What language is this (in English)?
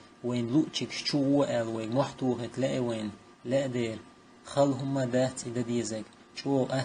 Chechen